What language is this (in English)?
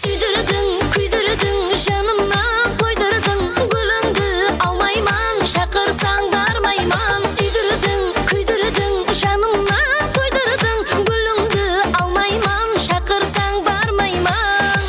Kara-Kalpak